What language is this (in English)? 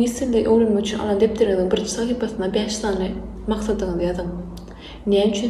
Turkmen